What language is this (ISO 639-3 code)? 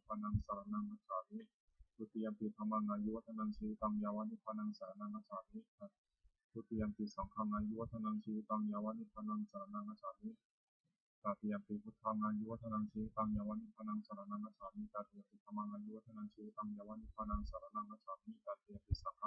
pli